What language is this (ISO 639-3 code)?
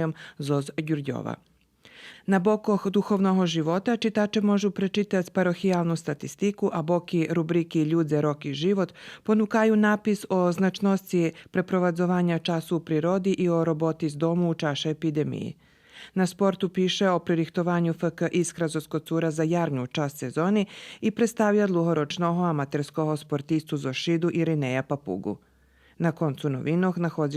rue